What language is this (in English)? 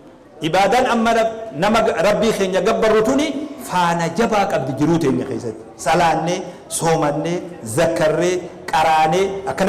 Oromo